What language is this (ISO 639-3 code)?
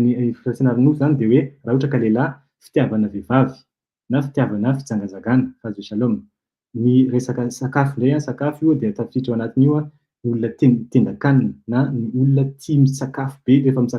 mlg